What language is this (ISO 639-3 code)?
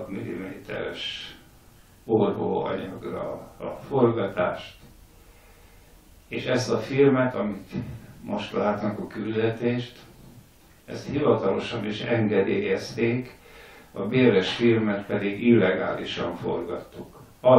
hun